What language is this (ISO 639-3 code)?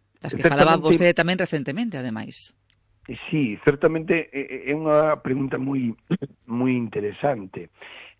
glg